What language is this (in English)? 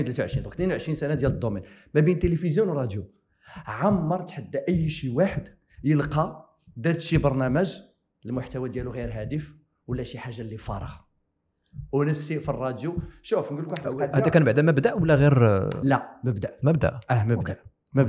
Moroccan Arabic